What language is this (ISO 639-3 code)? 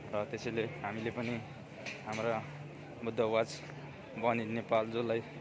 nep